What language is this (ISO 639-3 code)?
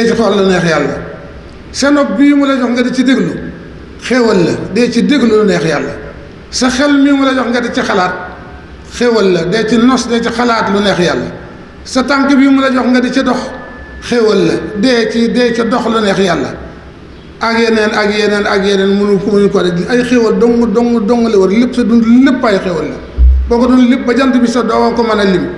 wol